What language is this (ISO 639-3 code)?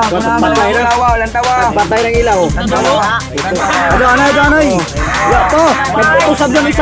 ceb